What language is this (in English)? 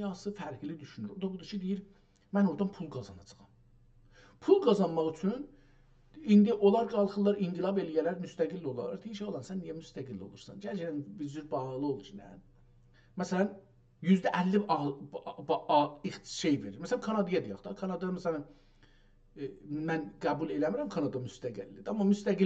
South Azerbaijani